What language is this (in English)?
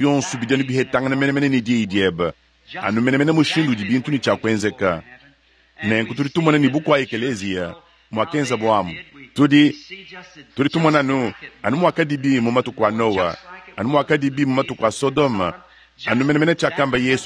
Luba-Lulua